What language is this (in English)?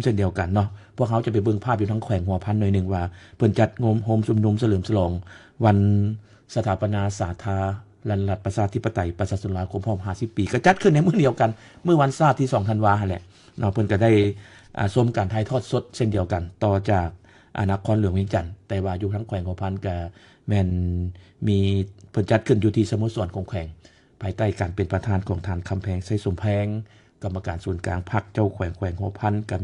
Lao